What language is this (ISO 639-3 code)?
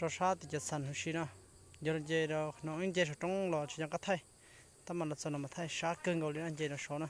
hmn